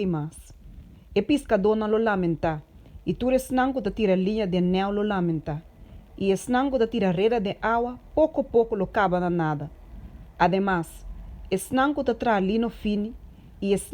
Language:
Papiamento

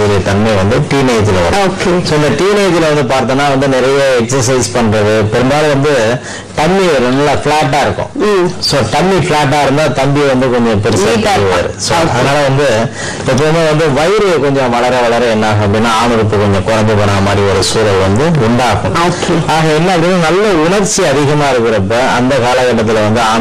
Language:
Tamil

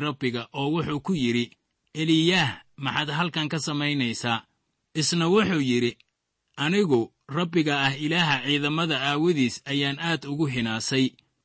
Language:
Somali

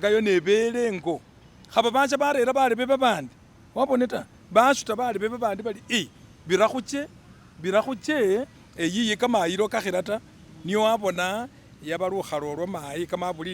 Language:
Masaaba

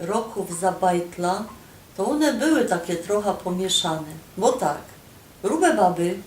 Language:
Silesian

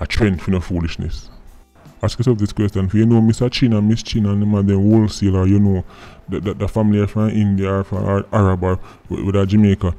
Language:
Jamaican Creole English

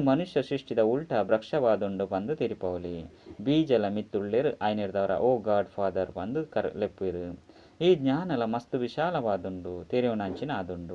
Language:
Tulu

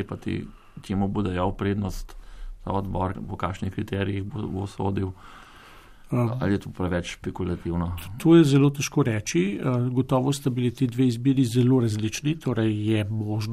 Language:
Slovenian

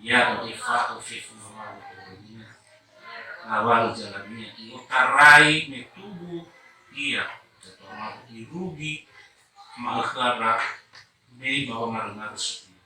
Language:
Nias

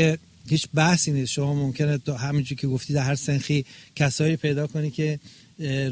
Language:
Persian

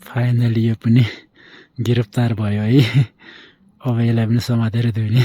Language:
Nepali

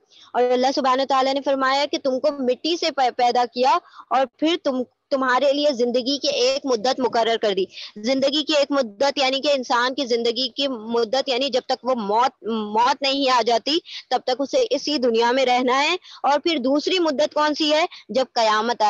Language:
Urdu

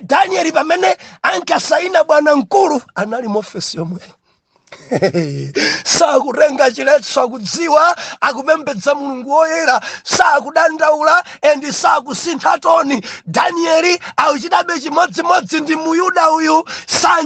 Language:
Nyanja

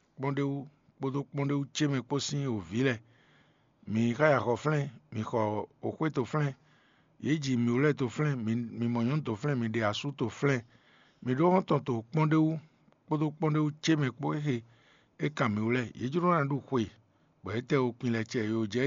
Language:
Fon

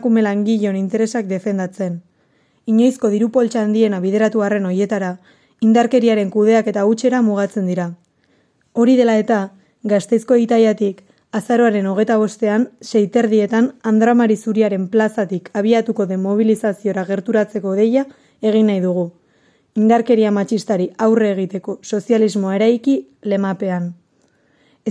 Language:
Basque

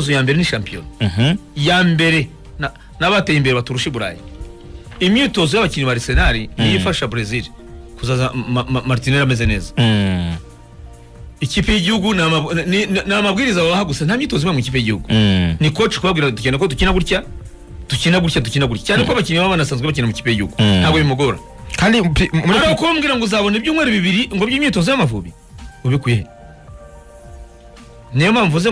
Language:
Kinyarwanda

